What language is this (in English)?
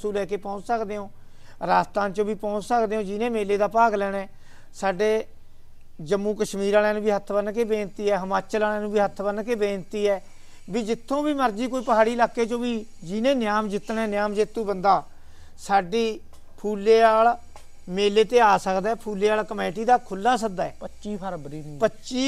Punjabi